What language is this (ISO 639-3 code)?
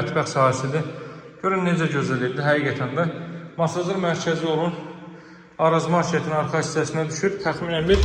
aze